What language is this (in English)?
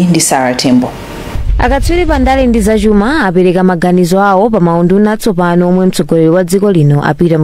Nyanja